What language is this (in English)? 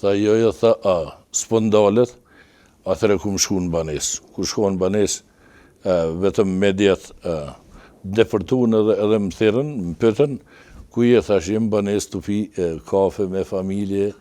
Albanian